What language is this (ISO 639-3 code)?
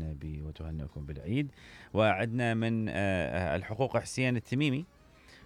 acm